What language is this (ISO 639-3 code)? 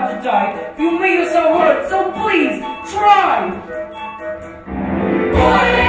eng